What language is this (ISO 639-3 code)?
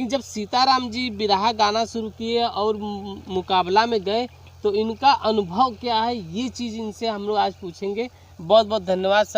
bho